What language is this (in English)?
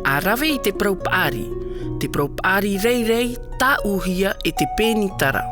Tahitian